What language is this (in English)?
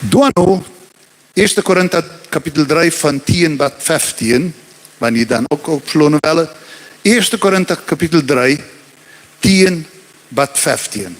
Plautdietsch